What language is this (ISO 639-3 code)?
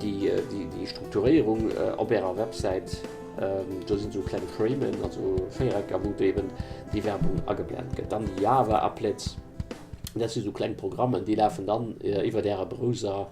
ltz